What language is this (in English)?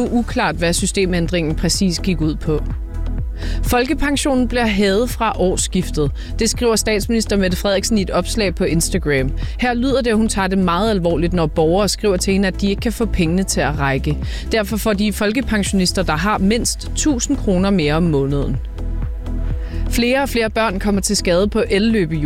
Danish